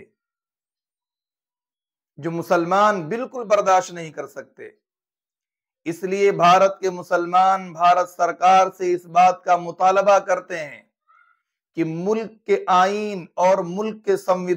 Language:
Urdu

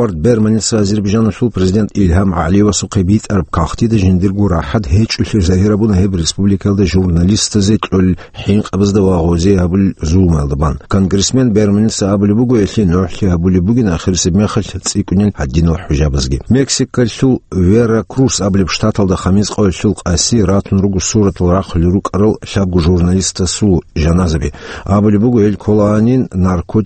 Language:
Avaric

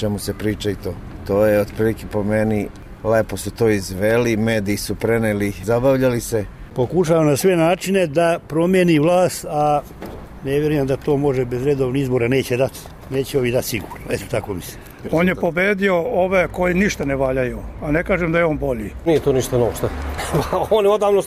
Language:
Serbian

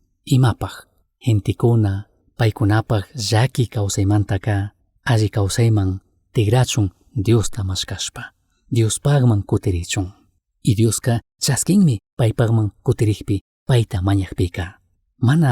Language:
Chimborazo Highland Quichua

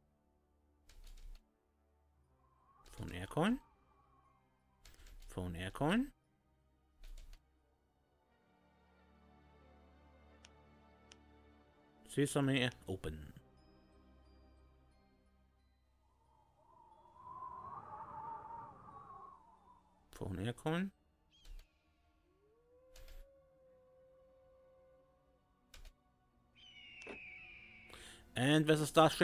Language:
English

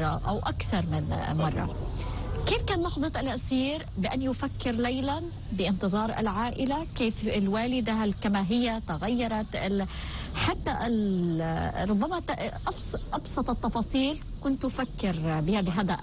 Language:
North Levantine Arabic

